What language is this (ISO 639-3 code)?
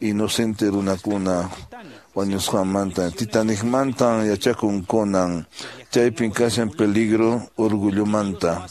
que